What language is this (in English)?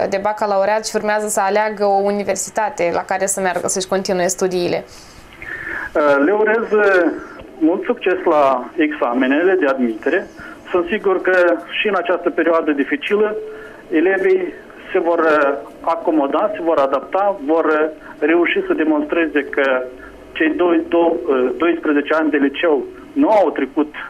Romanian